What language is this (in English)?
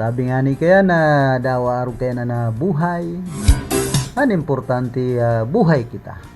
Bikol